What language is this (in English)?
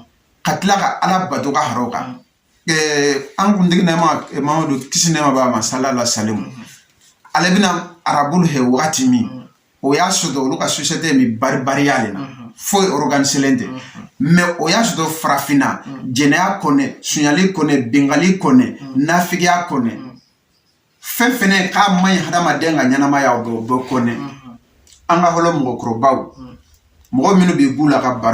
Bambara